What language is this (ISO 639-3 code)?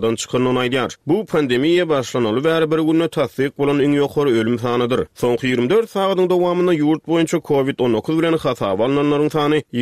tuk